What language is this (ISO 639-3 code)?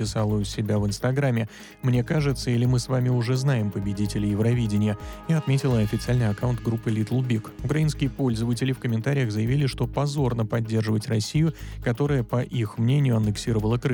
rus